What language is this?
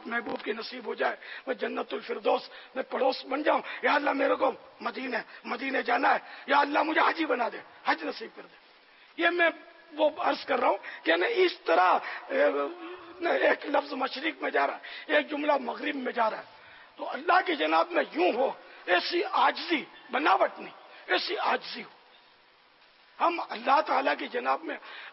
Urdu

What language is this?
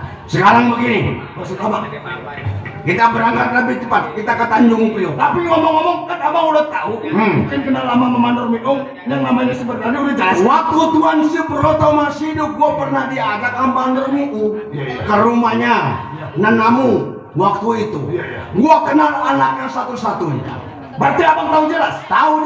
Betawi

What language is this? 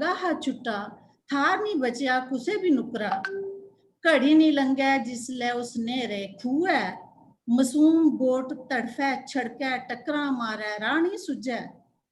Dogri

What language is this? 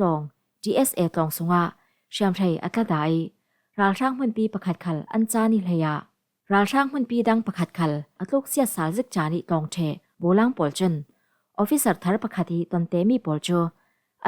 Falam Chin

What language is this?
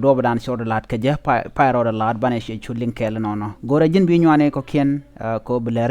Nuer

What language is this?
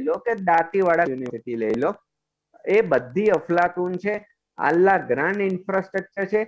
Gujarati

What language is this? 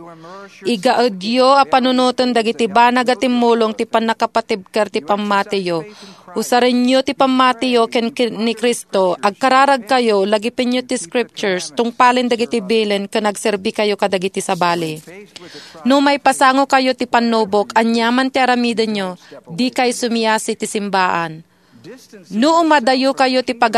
Iloko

